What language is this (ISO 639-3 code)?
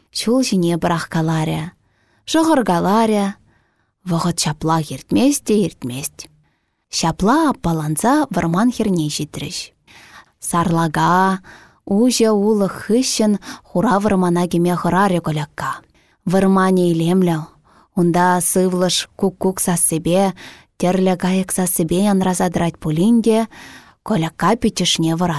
chv